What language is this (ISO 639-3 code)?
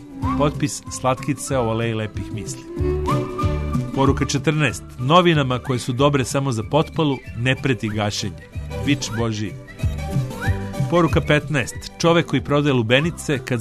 srp